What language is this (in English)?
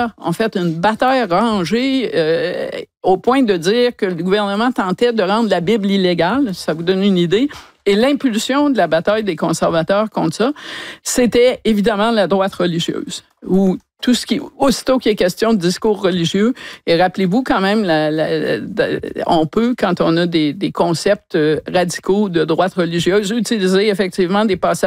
French